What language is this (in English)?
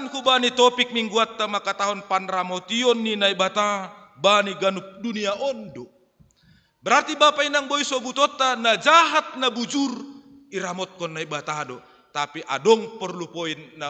Batak Simalungun